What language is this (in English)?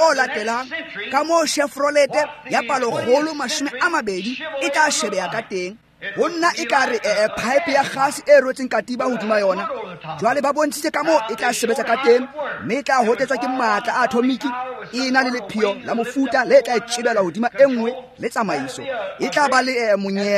Tswana